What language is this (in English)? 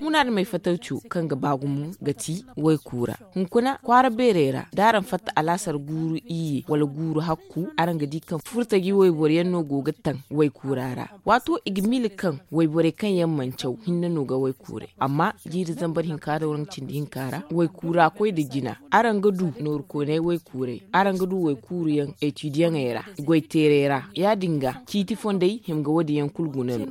Zarma